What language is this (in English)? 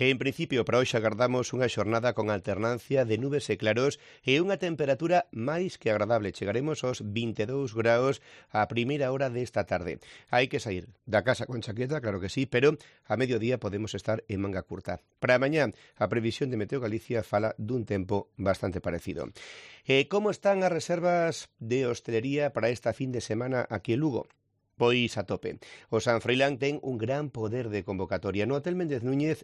Galician